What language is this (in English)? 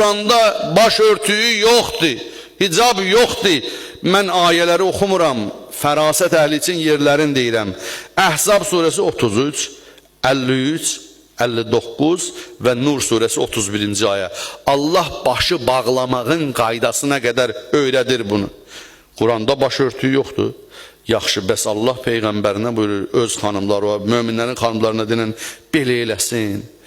Azerbaijani